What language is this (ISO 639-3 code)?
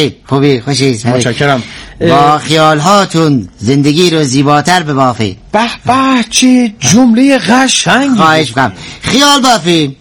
fas